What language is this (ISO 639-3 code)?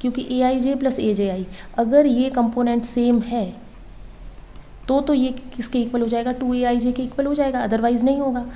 hin